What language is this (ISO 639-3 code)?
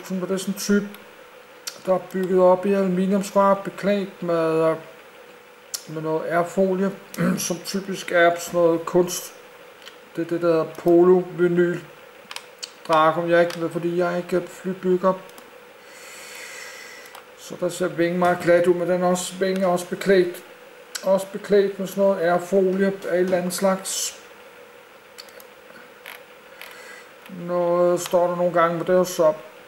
dan